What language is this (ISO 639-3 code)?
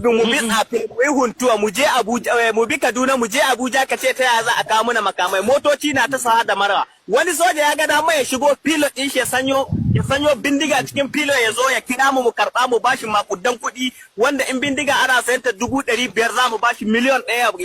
hau